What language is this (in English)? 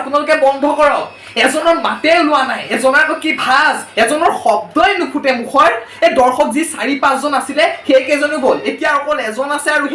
Assamese